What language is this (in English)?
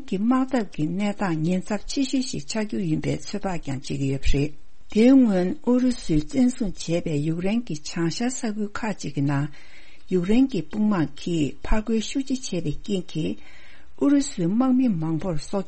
Tibetan